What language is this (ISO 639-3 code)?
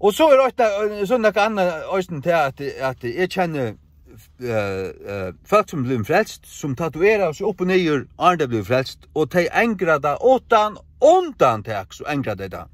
fao